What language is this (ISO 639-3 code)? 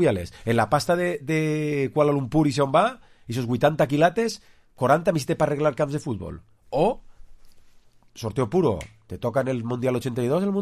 cat